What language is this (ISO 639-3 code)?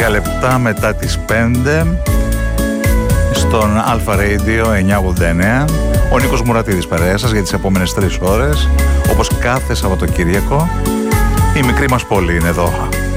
ell